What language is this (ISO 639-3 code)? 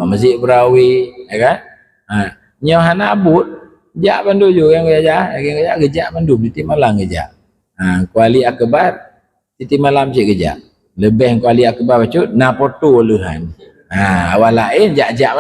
ace